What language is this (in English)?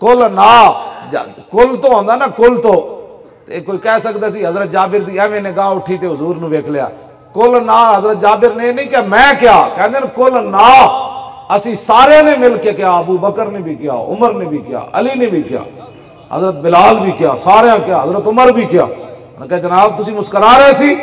Western Panjabi